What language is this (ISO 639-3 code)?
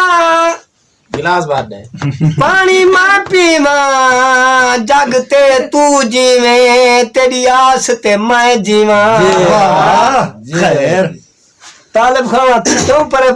skr